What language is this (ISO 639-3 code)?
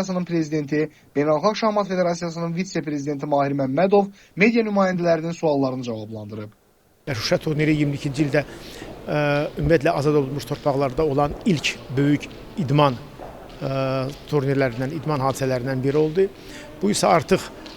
aze